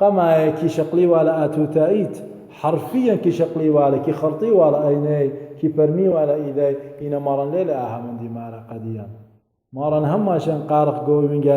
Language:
Assyrian Neo-Aramaic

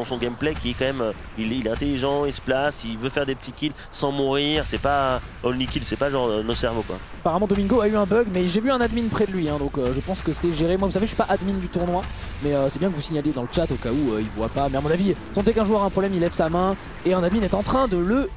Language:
French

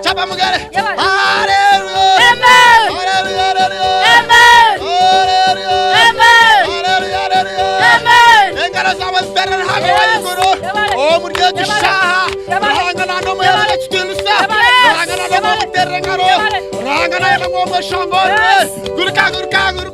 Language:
Nyankole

